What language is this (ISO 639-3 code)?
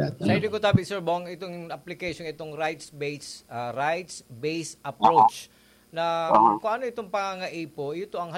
bik